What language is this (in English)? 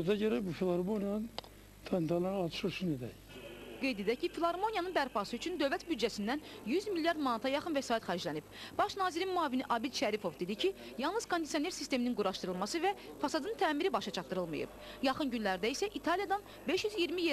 Azerbaijani